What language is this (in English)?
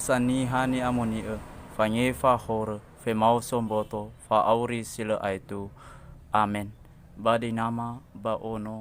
Nias